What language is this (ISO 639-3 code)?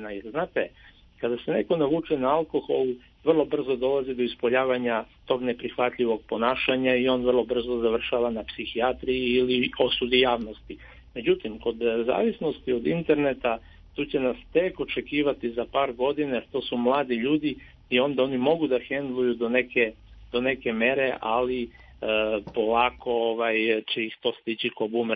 srp